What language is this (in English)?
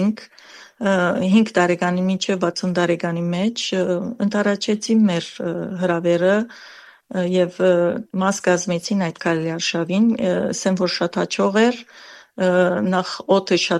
Armenian